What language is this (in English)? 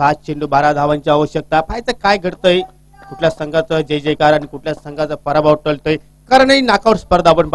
Marathi